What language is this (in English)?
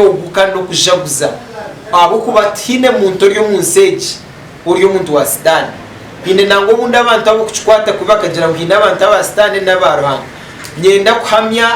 Nyankole